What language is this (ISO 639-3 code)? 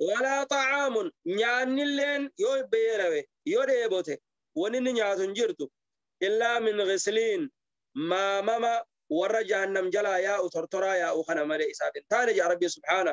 orm